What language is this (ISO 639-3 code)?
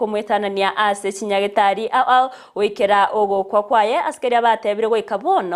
guz